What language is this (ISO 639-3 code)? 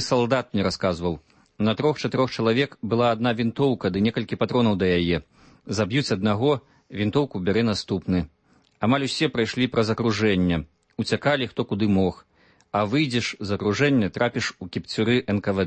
bel